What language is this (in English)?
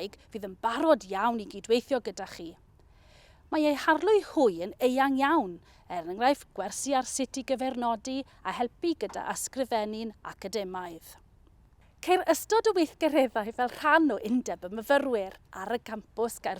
Welsh